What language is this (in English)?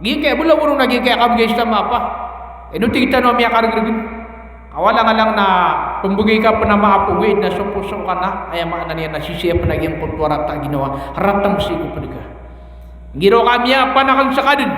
Maranao